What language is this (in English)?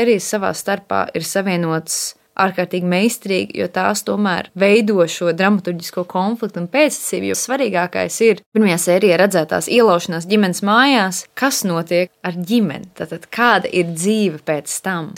Latvian